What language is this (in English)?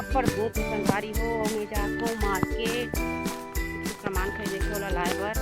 Chhattisgarhi